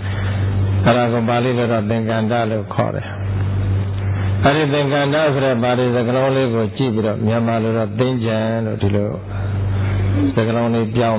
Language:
Burmese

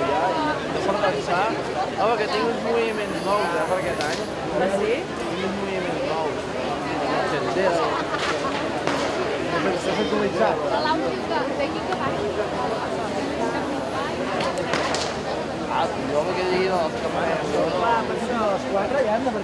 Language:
Catalan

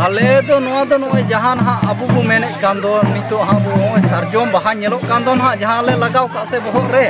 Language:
Santali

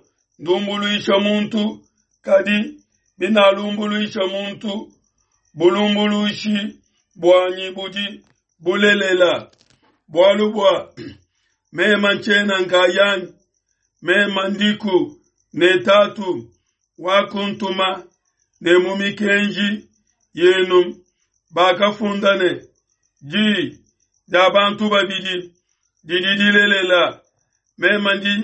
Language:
Luba-Lulua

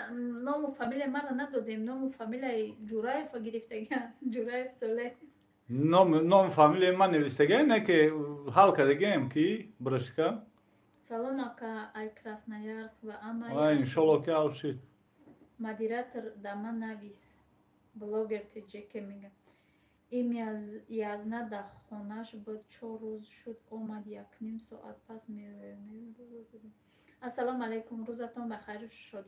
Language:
Tajik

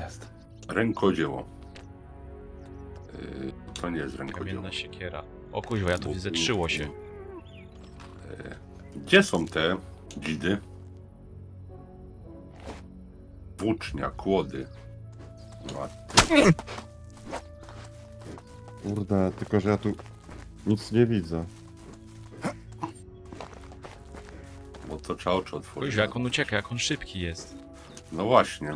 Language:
Polish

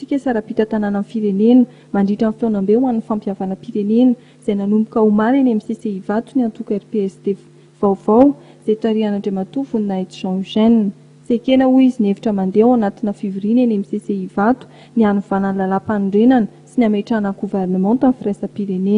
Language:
Malagasy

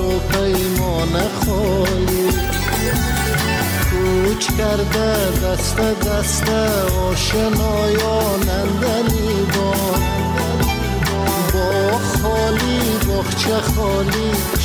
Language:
Persian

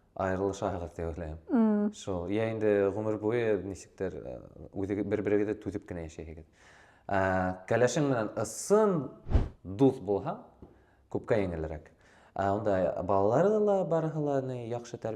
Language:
Bashkir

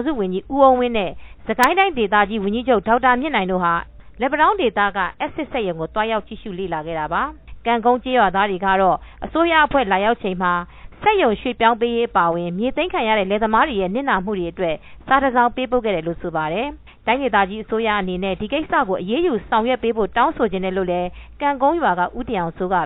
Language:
Burmese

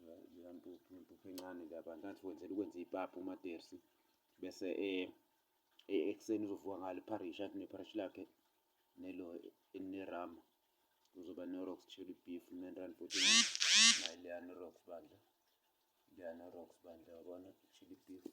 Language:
Zulu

